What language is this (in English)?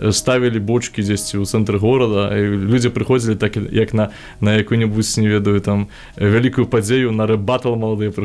Belarusian